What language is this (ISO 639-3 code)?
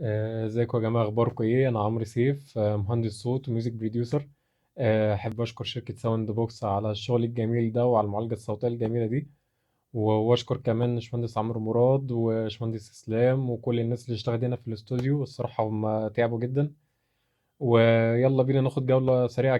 arz